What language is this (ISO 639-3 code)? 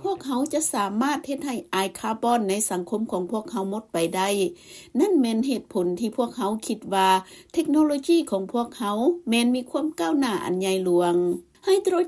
lao